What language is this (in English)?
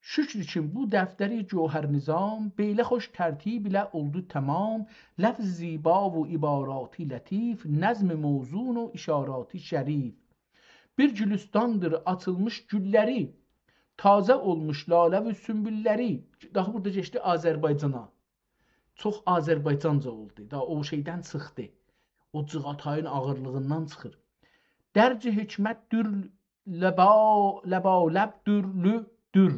South Azerbaijani